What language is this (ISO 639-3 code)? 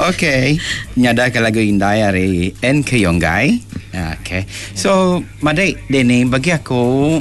iba